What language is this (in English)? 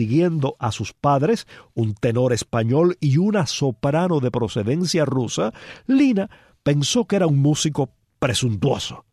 Spanish